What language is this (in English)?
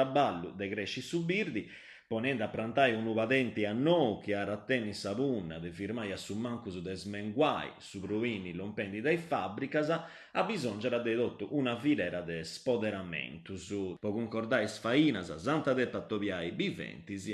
Sardinian